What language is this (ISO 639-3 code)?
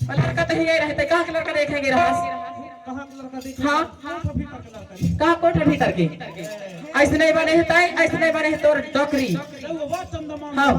hne